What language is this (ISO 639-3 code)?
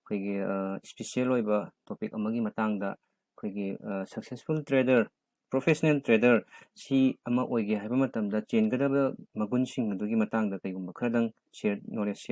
mni